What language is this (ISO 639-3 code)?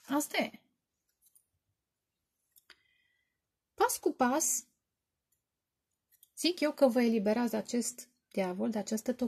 ron